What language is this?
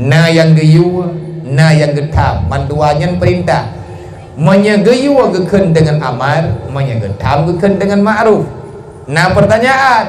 Achinese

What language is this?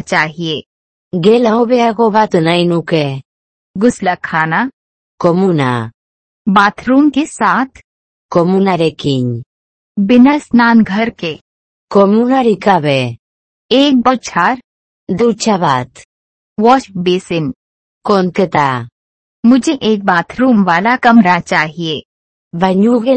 Basque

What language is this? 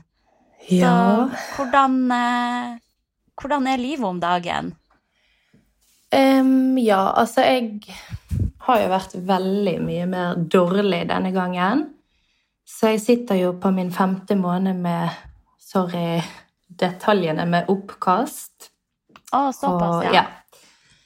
Norwegian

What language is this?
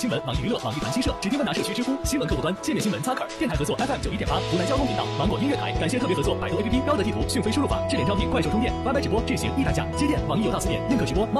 Chinese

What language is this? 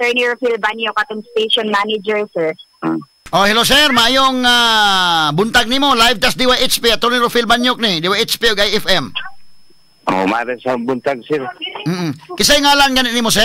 Cebuano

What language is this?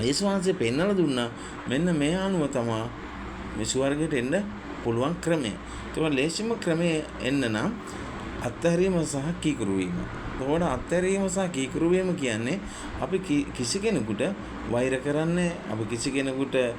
Sinhala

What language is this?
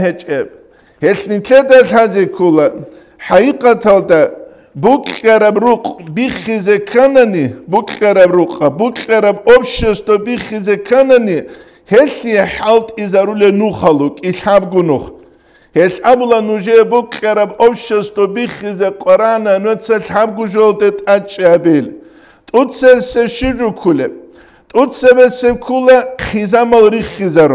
Avaric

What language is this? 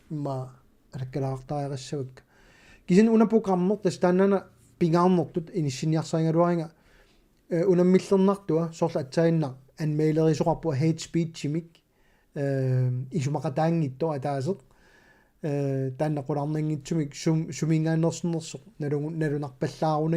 Kalaallisut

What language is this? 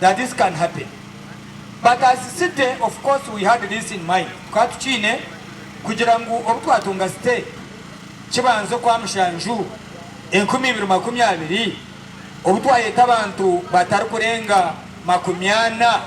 Nyankole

